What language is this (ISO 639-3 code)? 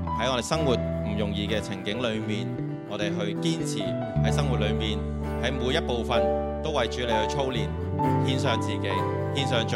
yue